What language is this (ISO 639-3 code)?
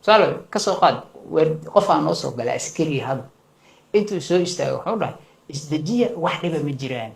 som